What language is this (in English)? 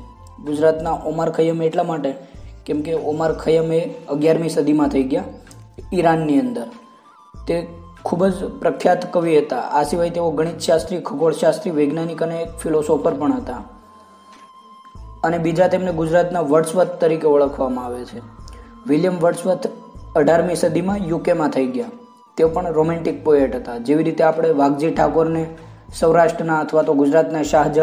Gujarati